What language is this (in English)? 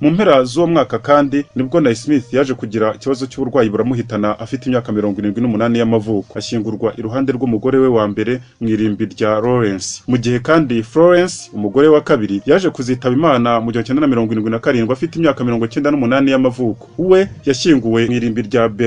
Kinyarwanda